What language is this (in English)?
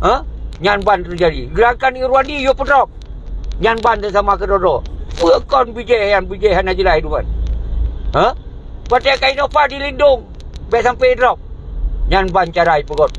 Achinese